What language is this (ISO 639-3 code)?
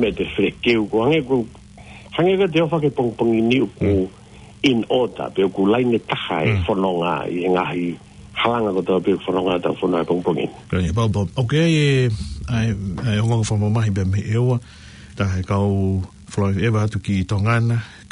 ton